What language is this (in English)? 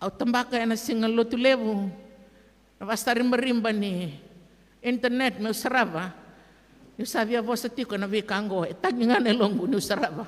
Fijian